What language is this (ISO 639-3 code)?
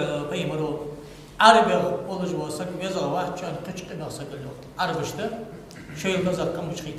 inh